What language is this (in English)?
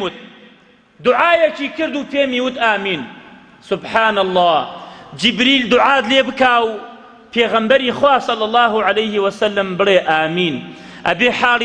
Central Kurdish